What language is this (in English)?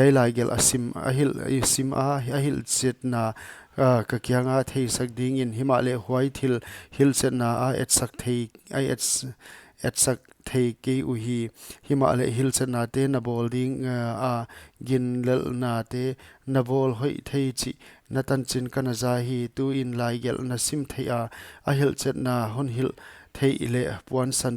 Paite Chin